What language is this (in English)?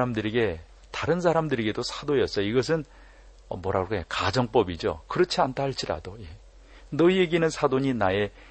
Korean